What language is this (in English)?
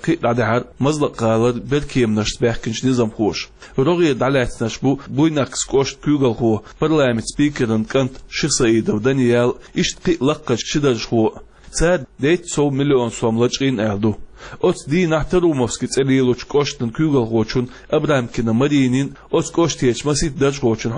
Chechen